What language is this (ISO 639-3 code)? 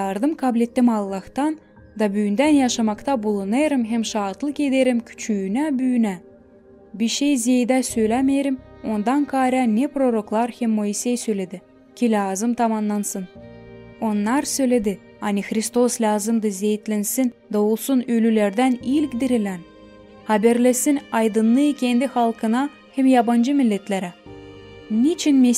gag